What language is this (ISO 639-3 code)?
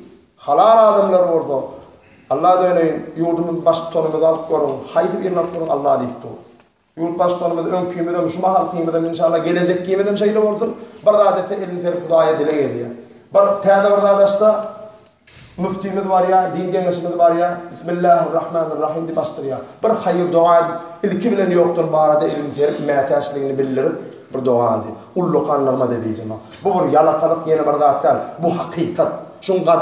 tuk